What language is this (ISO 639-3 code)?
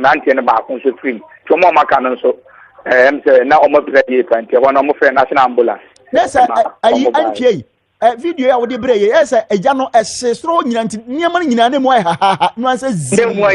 aka